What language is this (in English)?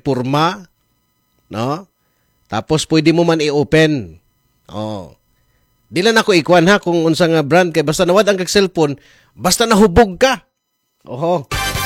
Cebuano